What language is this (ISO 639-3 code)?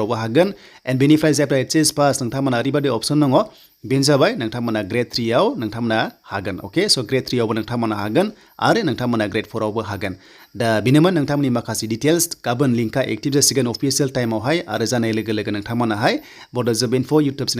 brx